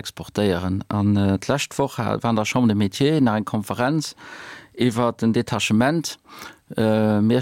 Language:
Luxembourgish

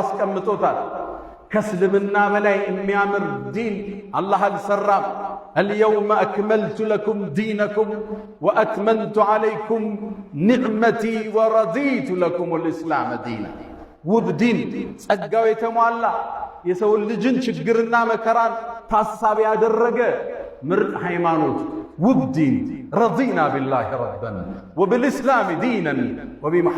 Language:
Amharic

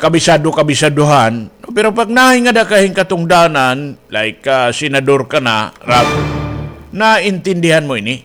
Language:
Waray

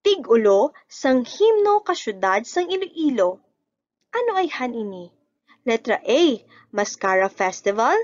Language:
Hiligaynon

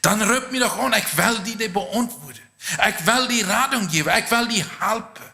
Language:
Plautdietsch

